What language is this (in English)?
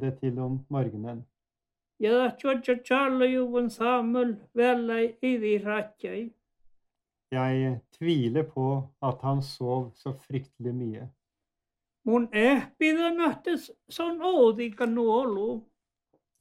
Norwegian